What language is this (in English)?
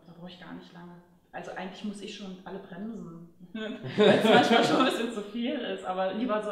German